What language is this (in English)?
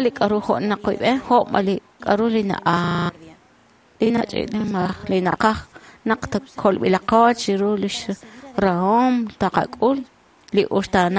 Kekchí